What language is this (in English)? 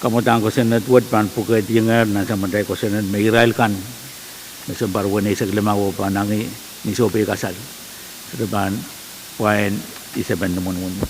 Pohnpeian